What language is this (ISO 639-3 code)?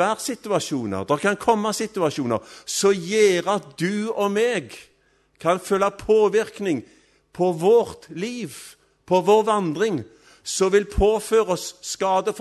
nor